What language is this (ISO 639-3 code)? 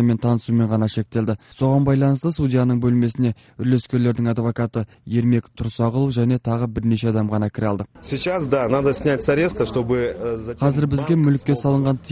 kaz